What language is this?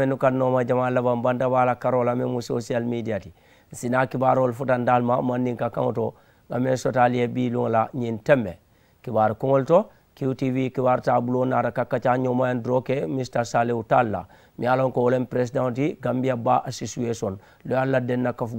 Mandingo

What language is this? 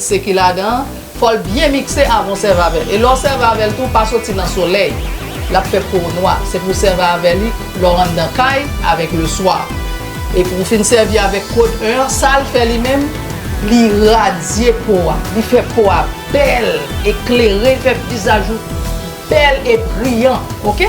Haitian Creole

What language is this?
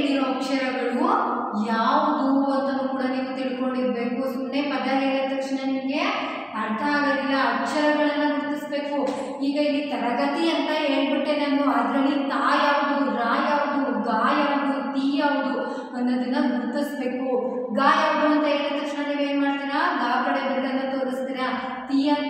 Kannada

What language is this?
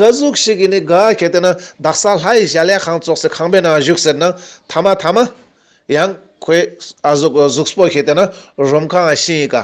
Ladakhi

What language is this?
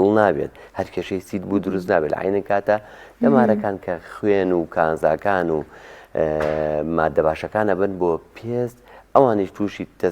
Central Kurdish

